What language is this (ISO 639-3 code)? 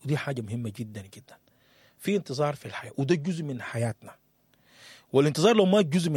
apd